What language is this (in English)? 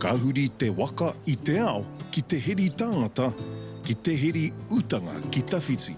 Māori